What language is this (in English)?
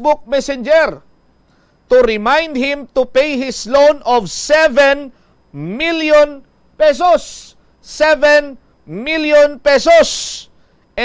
Hiligaynon